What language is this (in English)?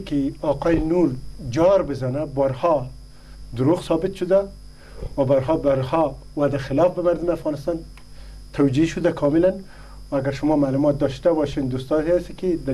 Persian